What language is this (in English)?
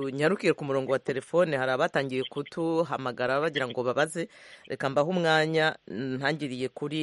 Kinyarwanda